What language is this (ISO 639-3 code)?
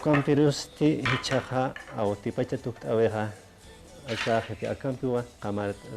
aym